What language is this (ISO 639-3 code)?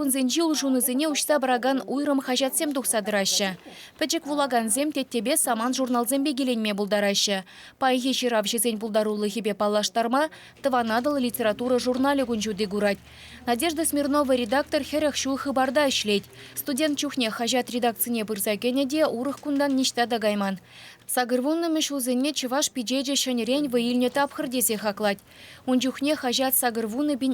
chv